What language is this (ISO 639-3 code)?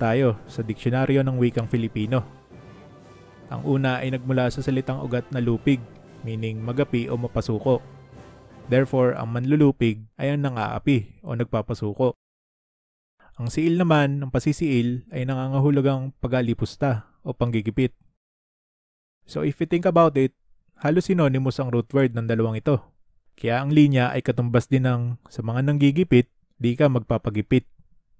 fil